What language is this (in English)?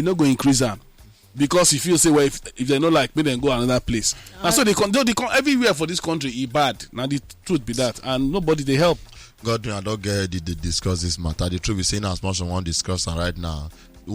Nigerian Pidgin